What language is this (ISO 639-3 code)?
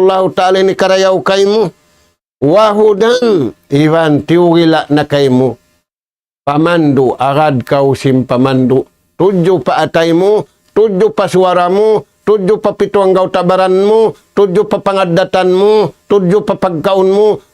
tsg